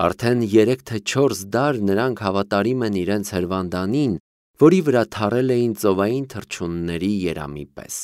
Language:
Armenian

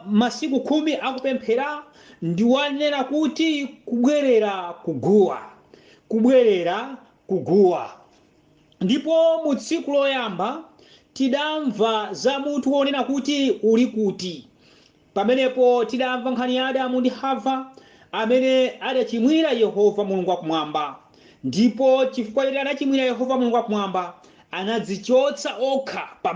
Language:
Nyanja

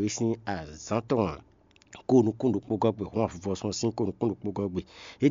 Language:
Fon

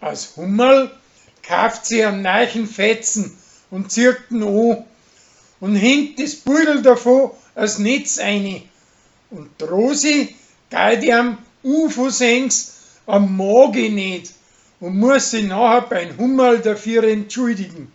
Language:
Bavarian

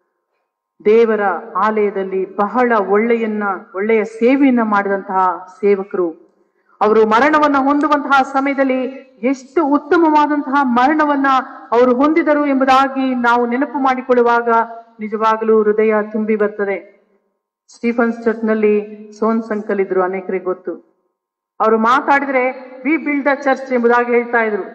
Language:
Kannada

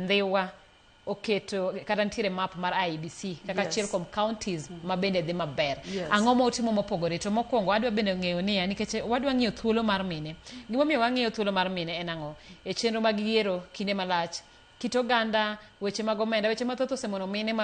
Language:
Luo (Kenya and Tanzania)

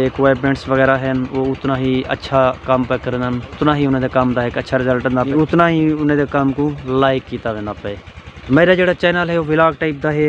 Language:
Saraiki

